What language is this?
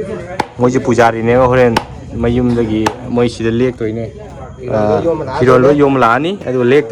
Manipuri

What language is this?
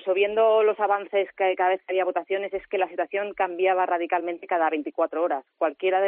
Spanish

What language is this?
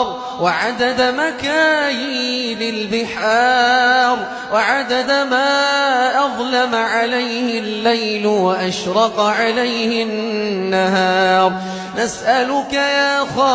Arabic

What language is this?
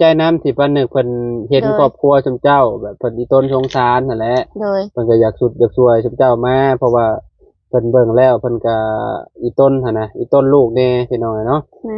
Lao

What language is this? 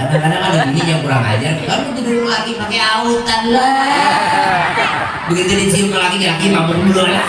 Betawi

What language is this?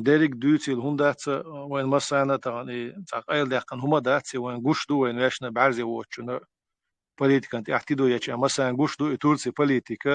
Chechen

